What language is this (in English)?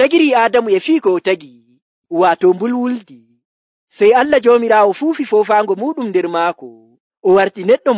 Nigerian Fulfulde